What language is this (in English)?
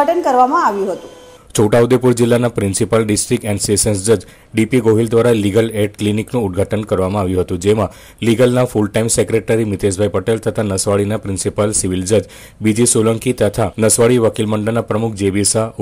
Gujarati